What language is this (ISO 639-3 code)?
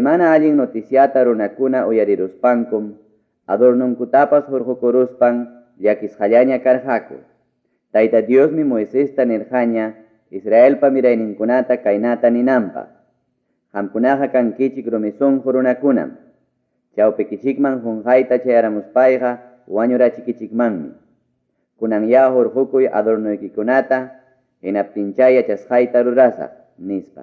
quy